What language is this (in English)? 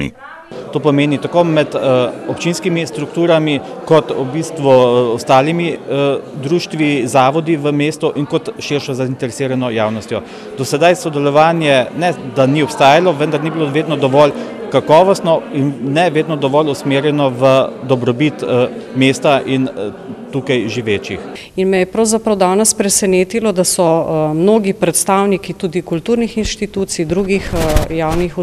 Slovenian